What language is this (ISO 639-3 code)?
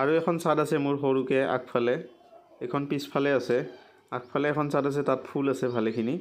asm